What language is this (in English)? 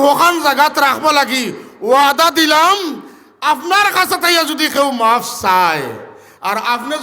Sylheti